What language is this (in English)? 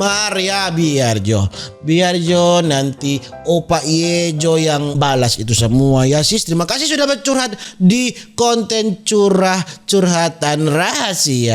Manado Malay